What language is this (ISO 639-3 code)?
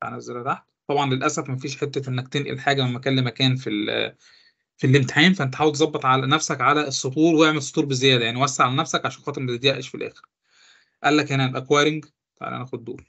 arz